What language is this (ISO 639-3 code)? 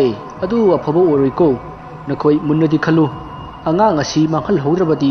mni